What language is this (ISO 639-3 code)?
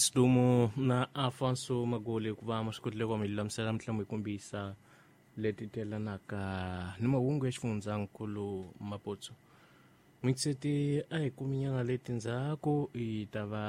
tso